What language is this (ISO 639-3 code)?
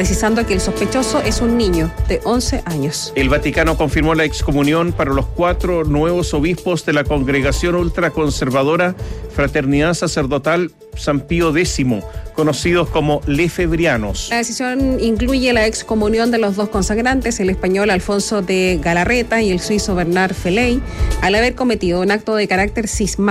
spa